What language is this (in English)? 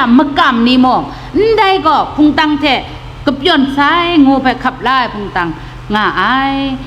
Kachin